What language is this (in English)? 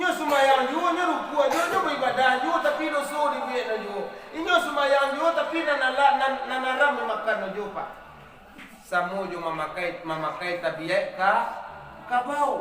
Minangkabau